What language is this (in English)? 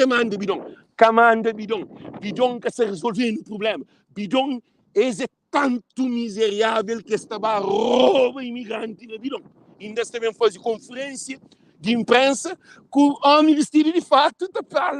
Kabuverdianu